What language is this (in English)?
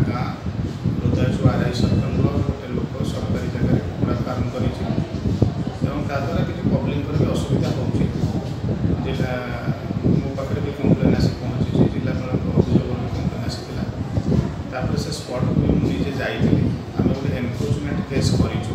Odia